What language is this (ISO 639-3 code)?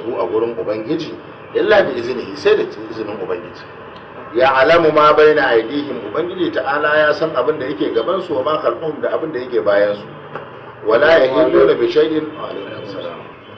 hau